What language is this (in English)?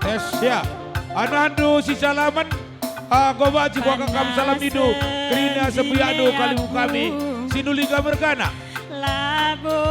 Batak Karo